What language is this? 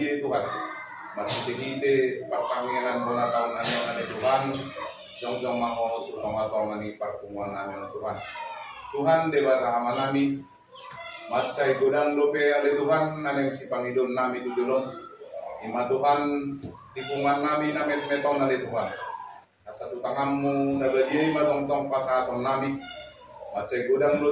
Batak Toba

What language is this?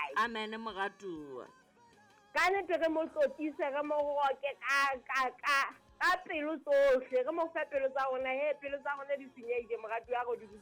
Southern Sotho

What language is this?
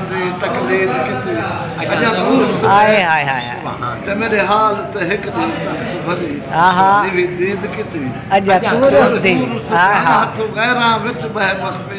Saraiki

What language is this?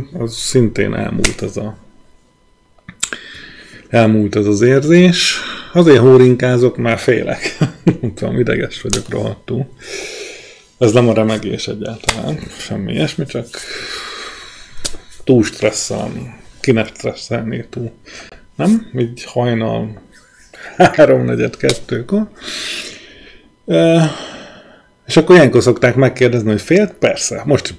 Hungarian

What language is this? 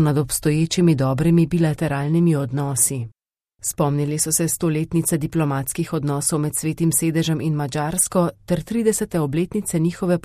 Slovenian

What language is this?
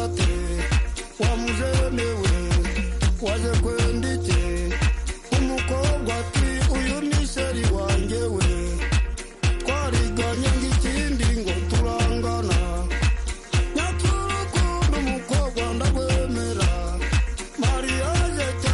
Kinyarwanda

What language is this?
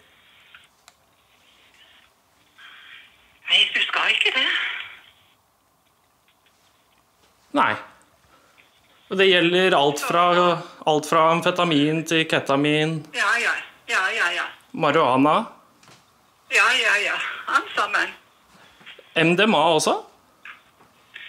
Norwegian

